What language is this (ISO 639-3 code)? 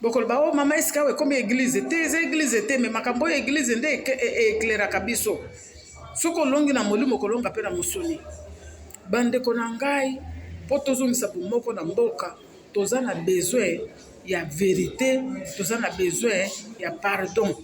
lin